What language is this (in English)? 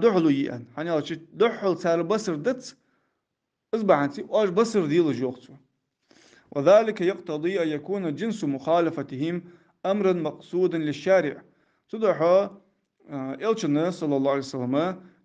Ingush